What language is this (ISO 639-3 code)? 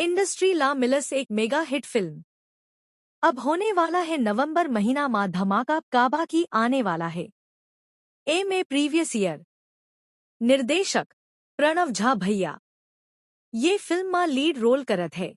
hne